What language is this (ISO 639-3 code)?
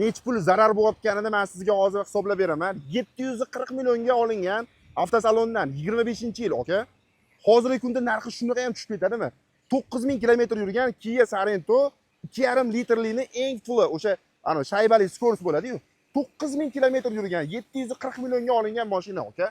uzb